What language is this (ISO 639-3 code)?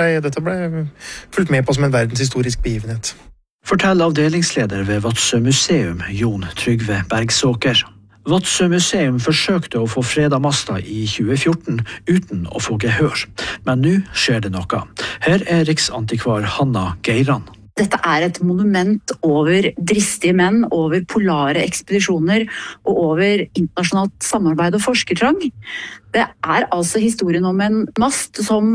nor